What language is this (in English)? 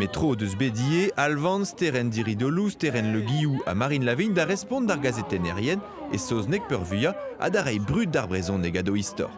Breton